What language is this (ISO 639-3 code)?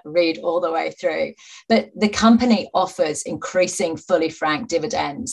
eng